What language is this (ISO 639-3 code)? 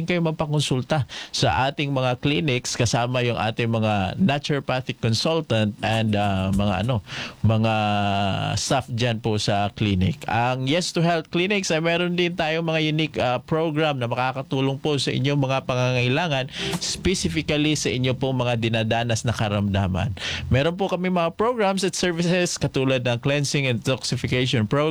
fil